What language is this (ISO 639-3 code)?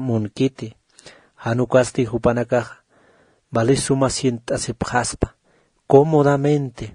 aym